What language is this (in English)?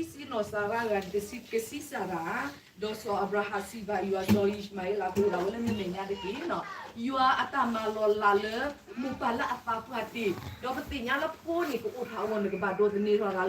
S'gaw Karen